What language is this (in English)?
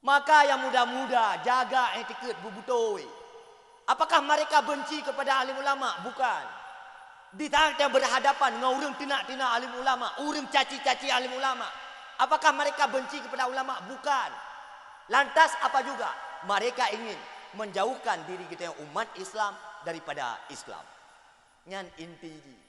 Achinese